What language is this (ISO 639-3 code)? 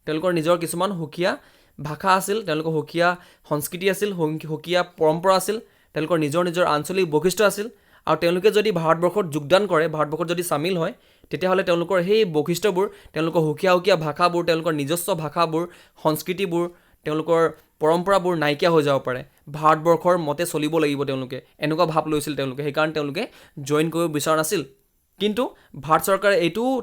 asm